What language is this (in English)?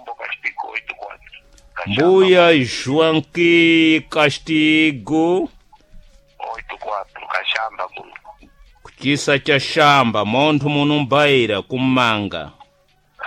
Sena